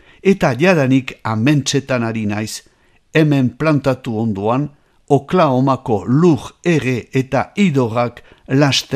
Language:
Basque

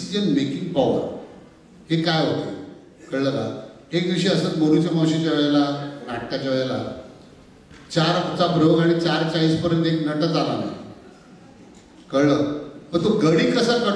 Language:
Marathi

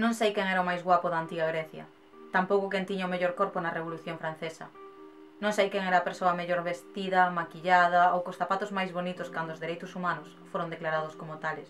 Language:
Galician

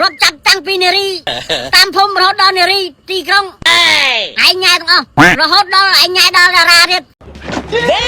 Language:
Khmer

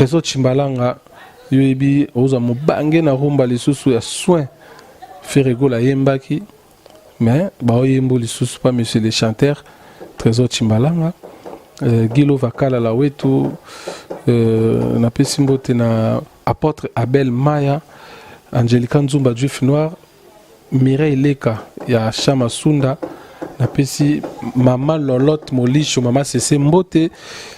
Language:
Lingala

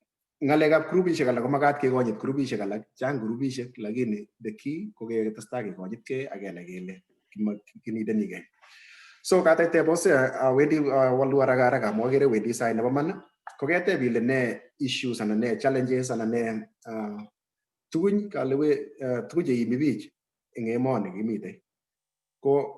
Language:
Kalenjin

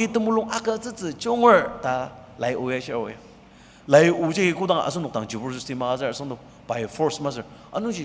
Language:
Ao Naga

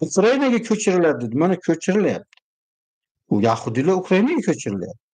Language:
Uzbek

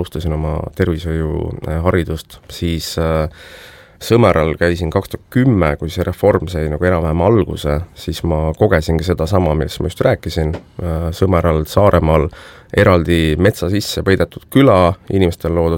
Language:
Estonian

